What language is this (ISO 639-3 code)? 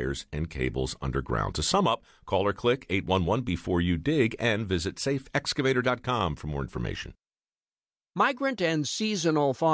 eng